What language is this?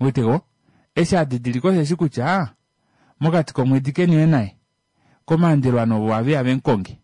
Kuanyama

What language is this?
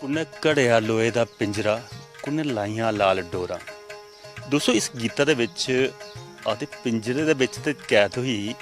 Dogri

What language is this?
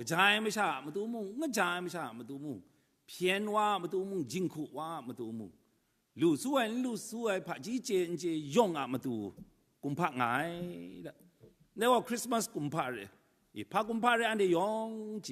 Kachin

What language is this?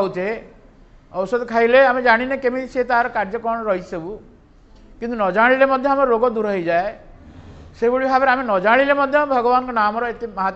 Odia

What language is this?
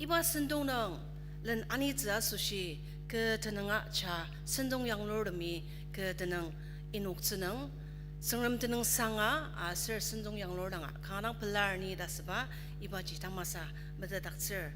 Ao Naga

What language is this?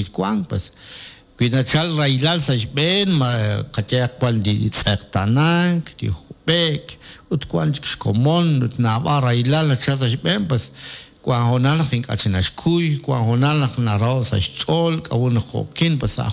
Kekchí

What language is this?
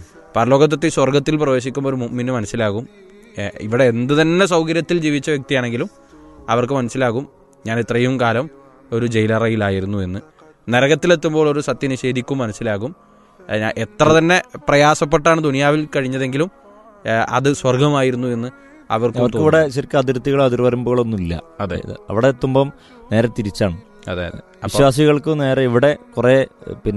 Malayalam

